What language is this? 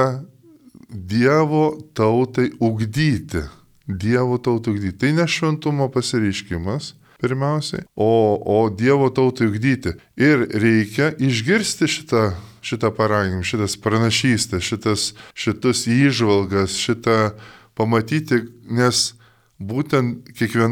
Lithuanian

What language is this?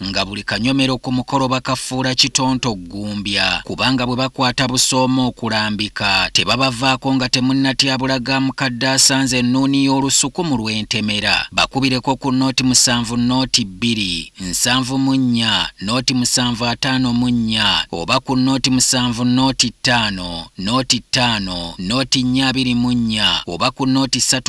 Ganda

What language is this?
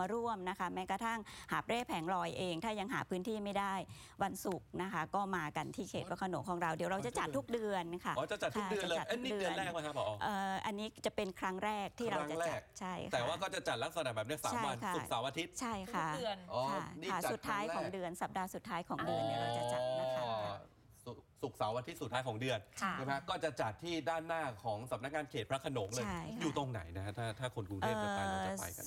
Thai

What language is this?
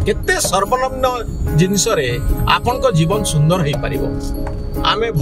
Odia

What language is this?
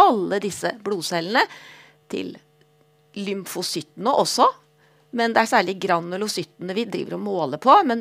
Norwegian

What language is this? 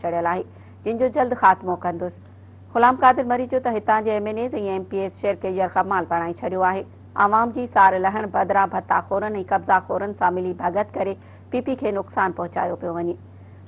Sindhi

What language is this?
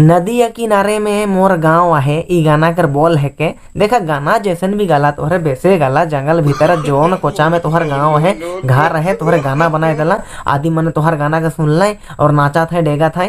Sadri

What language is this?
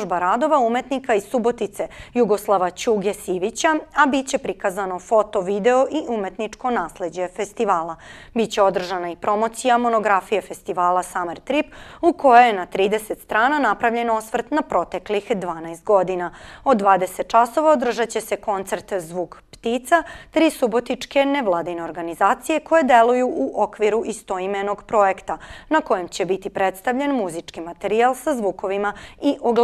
Serbian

